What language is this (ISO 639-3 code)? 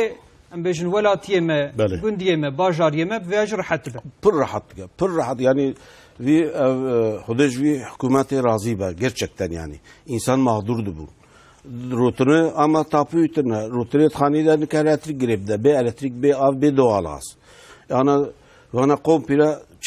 kur